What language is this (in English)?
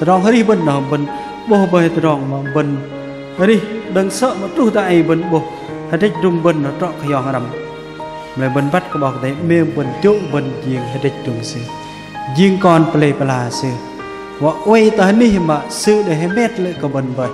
Bahnar